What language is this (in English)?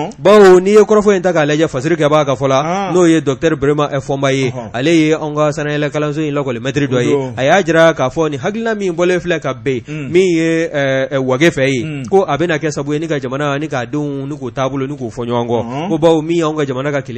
Bambara